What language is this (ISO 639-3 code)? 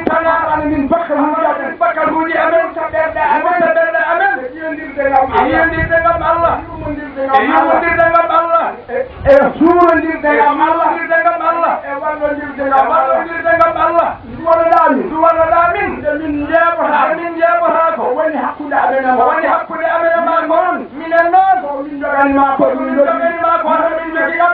ful